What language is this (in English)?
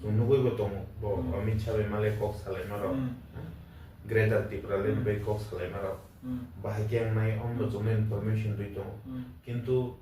Kok Borok